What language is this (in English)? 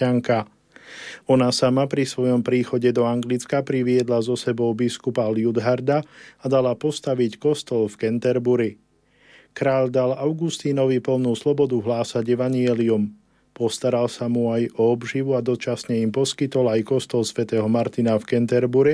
Slovak